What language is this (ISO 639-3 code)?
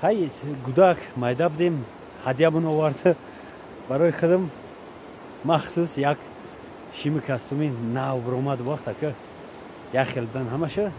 tgk